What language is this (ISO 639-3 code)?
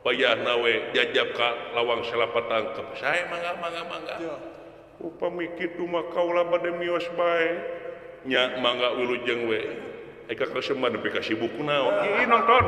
sun